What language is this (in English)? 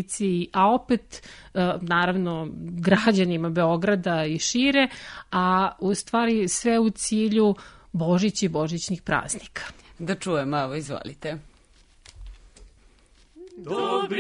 Serbian